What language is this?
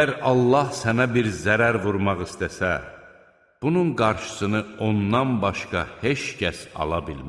Azerbaijani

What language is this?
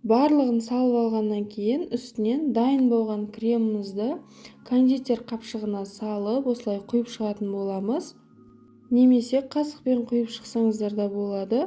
Kazakh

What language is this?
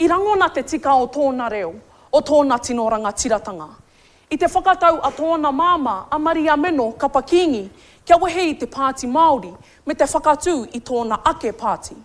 Māori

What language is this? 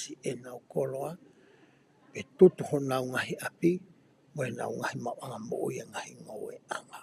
Tongan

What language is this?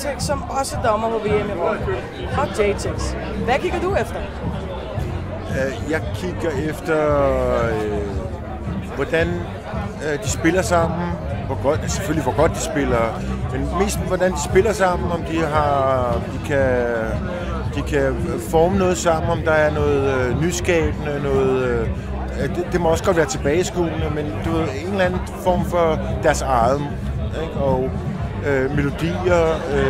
Danish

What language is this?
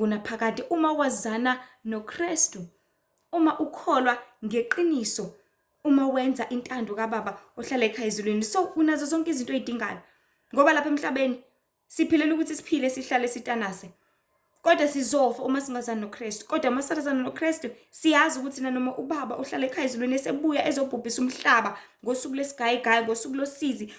Zulu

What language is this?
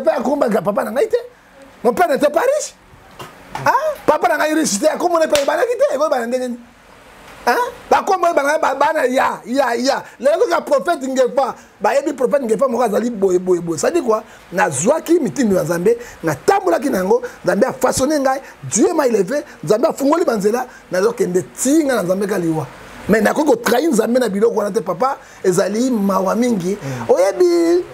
Lingala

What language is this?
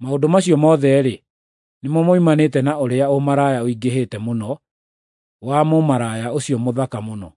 Kikuyu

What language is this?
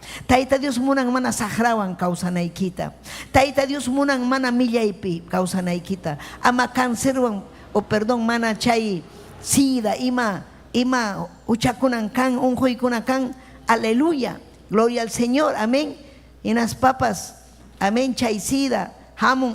Ayacucho Quechua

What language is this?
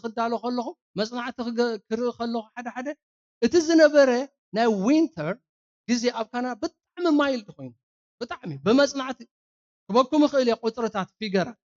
Tigrinya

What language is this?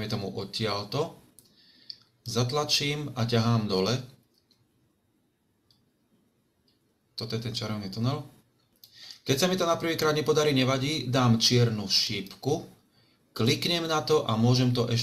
Slovak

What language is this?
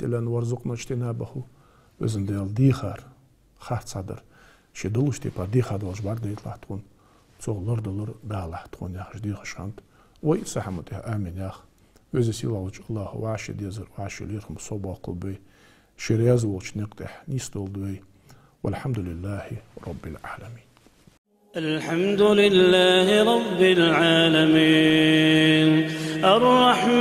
Ingush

